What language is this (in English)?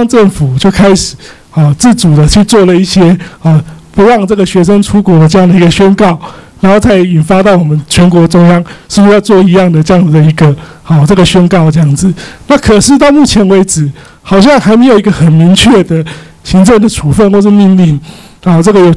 Chinese